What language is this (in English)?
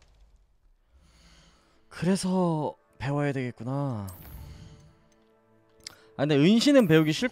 Korean